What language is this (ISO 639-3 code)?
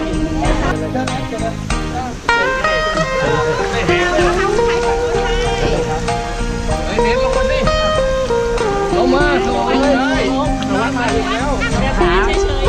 tha